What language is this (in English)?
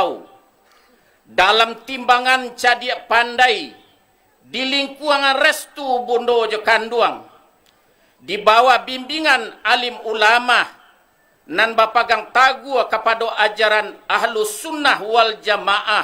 Minangkabau